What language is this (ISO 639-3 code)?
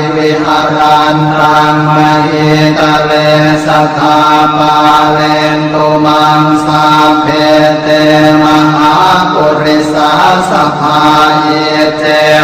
pli